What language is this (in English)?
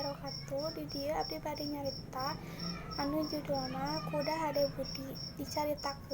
Sundanese